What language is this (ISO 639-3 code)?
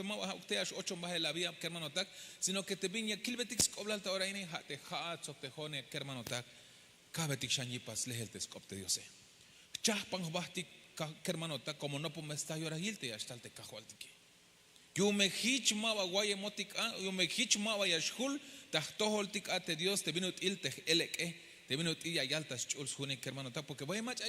tzh